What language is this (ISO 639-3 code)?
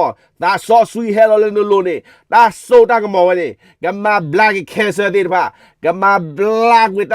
ksw